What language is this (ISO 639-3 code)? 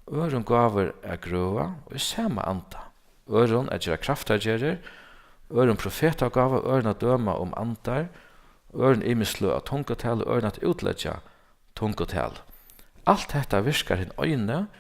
fao